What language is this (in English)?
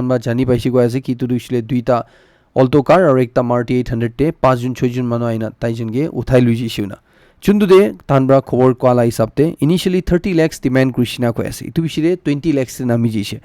Naga Pidgin